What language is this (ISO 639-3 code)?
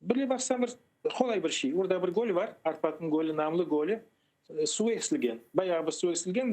crh